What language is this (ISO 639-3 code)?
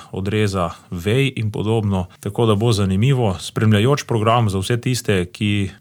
slv